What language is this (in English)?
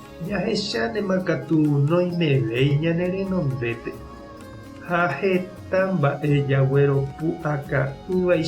Guarani